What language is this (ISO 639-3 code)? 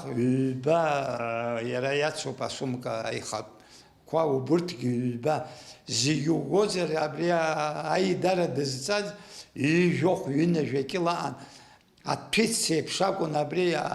abk